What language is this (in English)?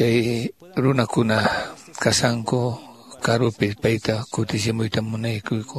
Quechua